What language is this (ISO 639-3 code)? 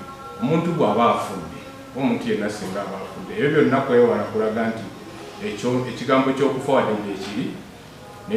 lug